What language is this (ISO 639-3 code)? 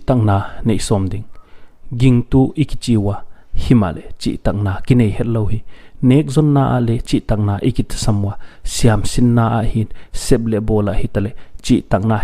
pck